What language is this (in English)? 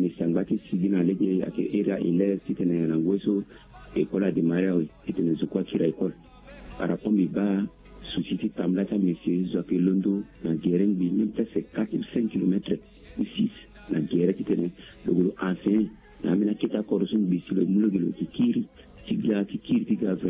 Sango